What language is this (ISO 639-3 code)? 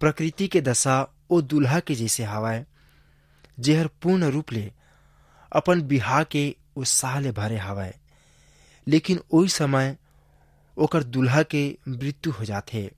hne